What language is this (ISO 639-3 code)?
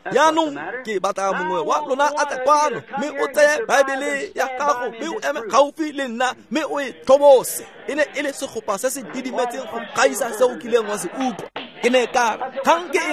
tsn